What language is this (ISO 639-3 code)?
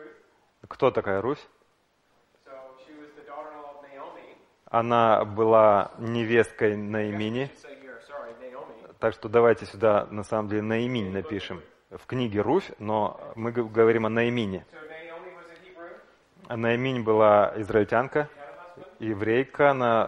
rus